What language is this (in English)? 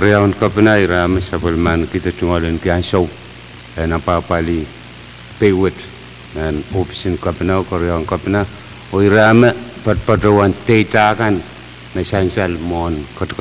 Pohnpeian